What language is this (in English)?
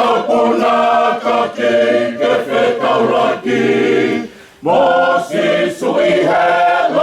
Tongan